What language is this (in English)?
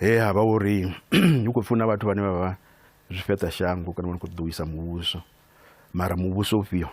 Venda